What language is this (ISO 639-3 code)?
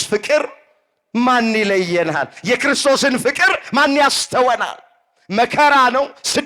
amh